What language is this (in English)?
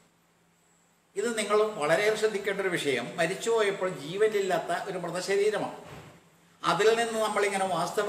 Malayalam